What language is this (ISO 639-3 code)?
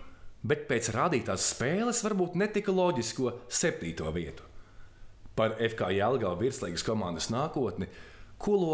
lav